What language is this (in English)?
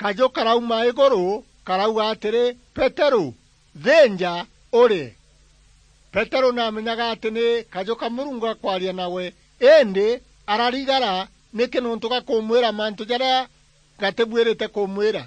Meru